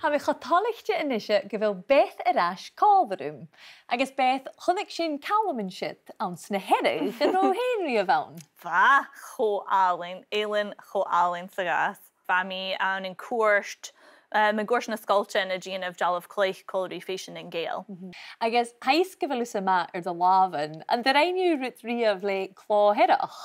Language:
Scottish Gaelic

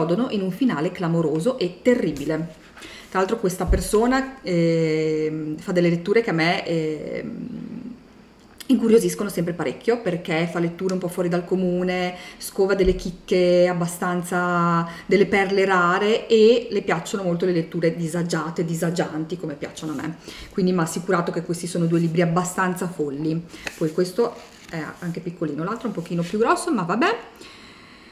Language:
Italian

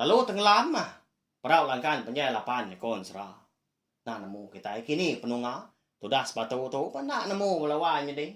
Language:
Iban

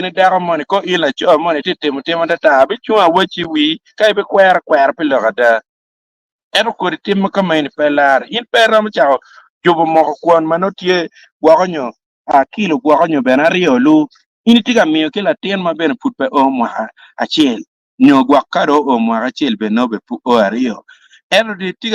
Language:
Acoli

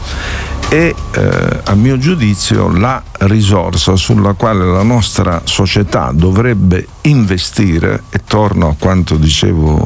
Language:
Italian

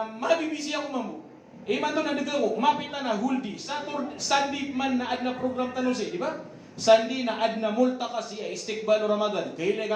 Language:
Maranao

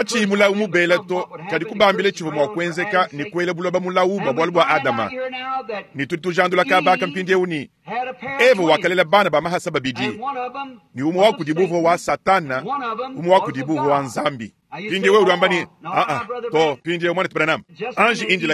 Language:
Luba-Lulua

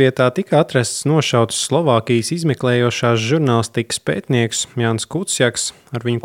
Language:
Latvian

